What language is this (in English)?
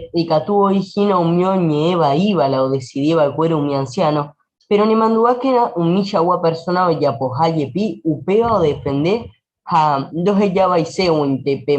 Guarani